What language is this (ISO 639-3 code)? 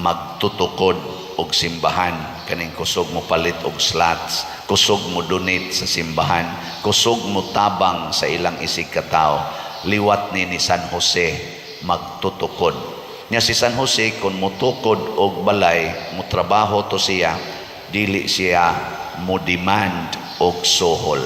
ceb